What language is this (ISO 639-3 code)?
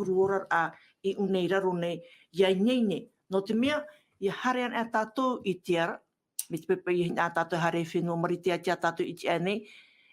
tah